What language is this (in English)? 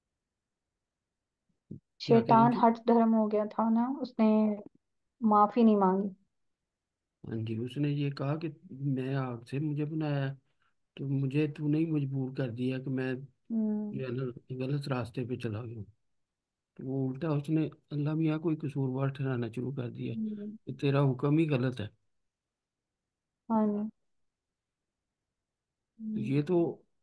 Urdu